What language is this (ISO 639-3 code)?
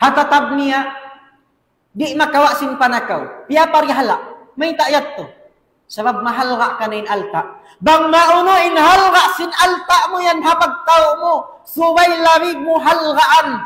tsg